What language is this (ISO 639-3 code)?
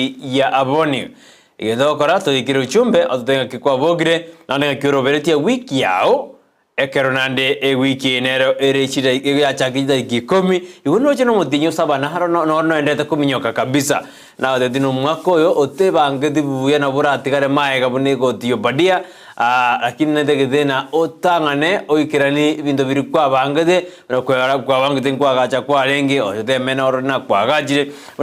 guz